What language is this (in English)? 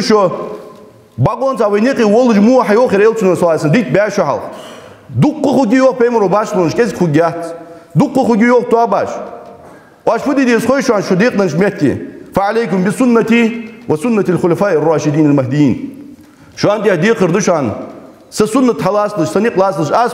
Ingush